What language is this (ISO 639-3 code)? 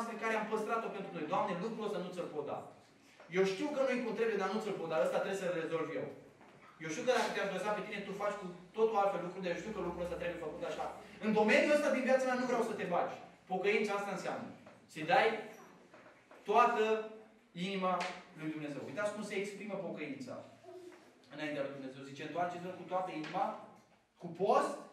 ron